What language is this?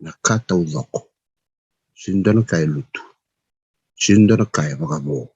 Fijian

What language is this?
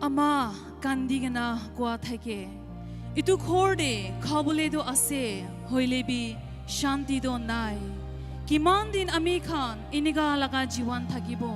Naga Pidgin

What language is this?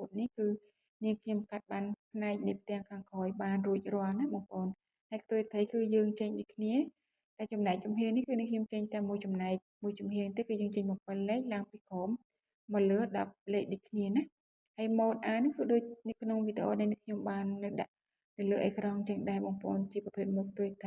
Khmer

